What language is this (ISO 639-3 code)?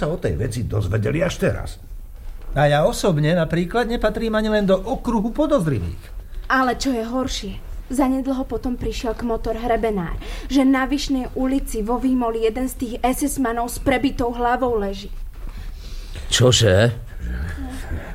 slk